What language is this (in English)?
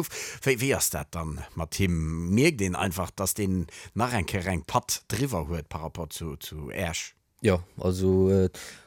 Luxembourgish